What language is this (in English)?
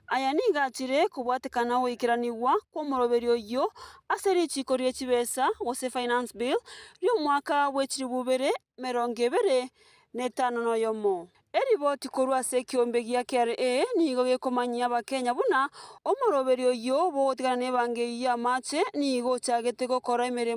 Gusii